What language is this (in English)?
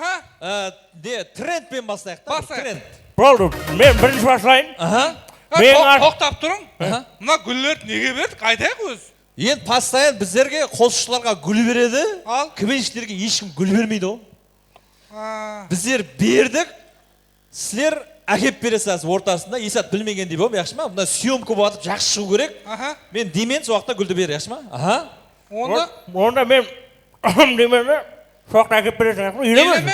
Kara-Kalpak